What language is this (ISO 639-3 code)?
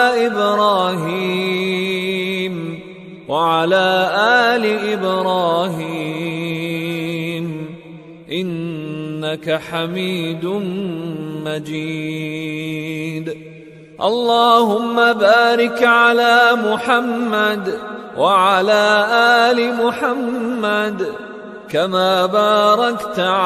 ara